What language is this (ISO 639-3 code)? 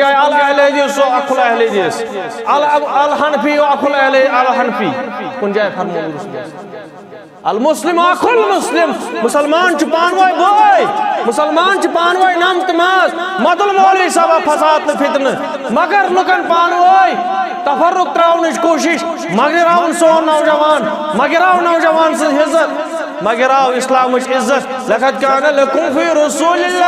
kas